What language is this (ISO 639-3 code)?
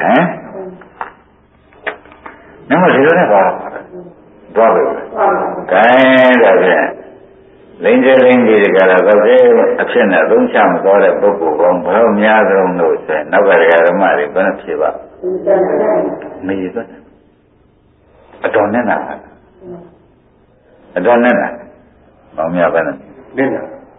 mya